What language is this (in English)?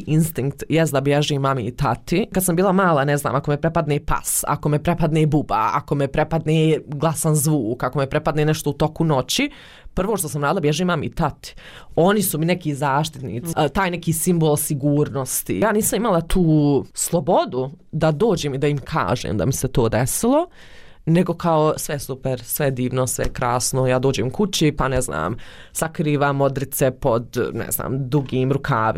Bosnian